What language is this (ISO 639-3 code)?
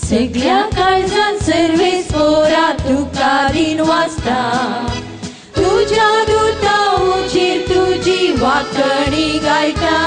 kok